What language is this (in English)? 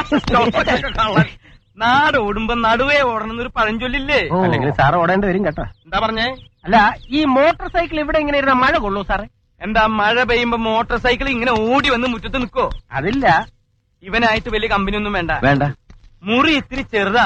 Malayalam